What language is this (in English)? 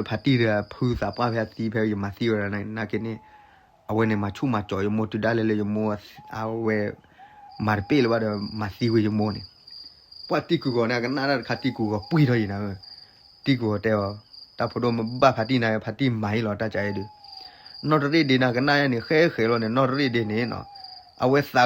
S'gaw Karen